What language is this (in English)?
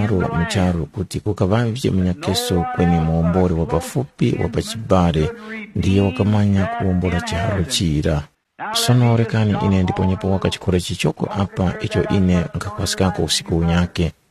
Tumbuka